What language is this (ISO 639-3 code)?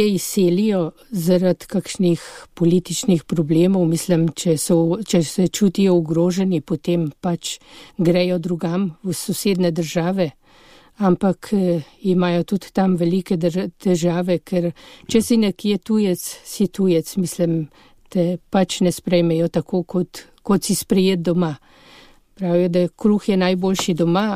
slv